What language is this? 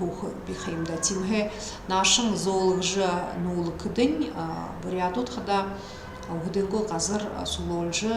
Buriat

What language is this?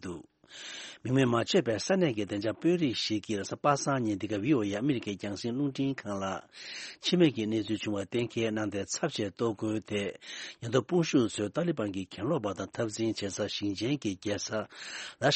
Tibetan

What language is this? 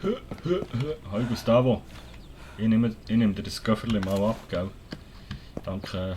Swiss German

